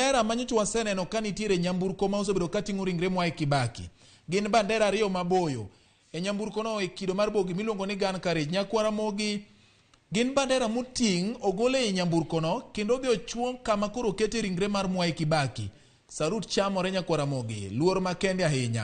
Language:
Luo (Kenya and Tanzania)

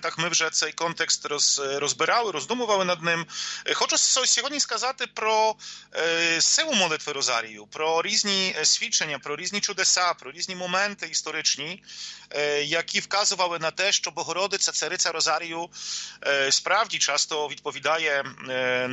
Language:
Ukrainian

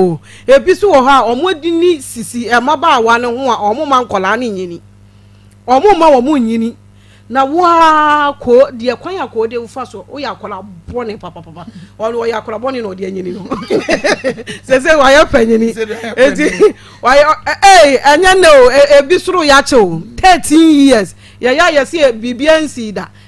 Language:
Akan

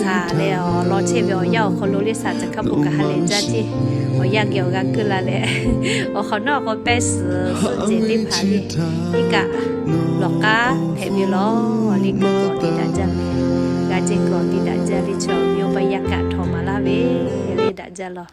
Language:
Lahu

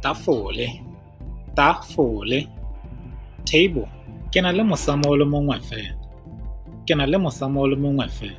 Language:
Tswana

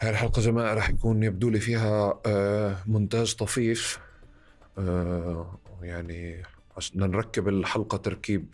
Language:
North Levantine Arabic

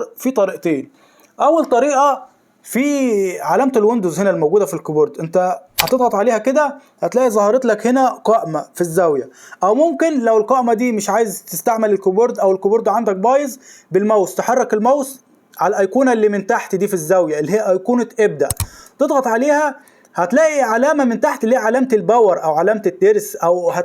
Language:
Egyptian Arabic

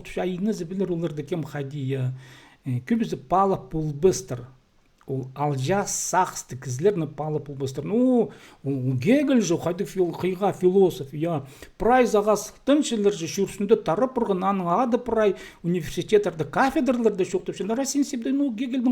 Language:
Khakas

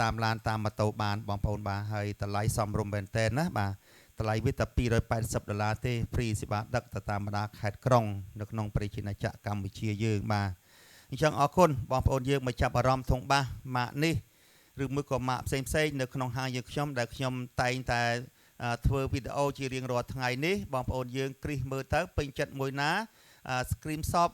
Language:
Khmer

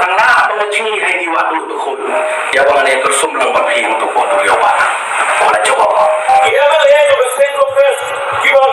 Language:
Khasi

